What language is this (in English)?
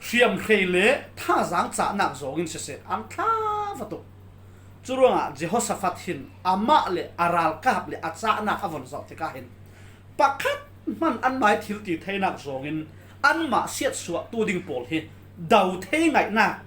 Falam Chin